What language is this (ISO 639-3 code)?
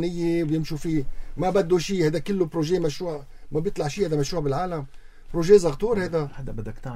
apc